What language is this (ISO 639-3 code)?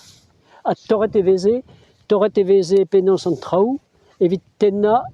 bre